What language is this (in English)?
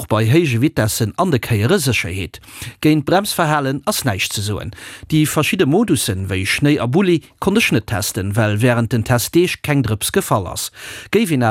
Luxembourgish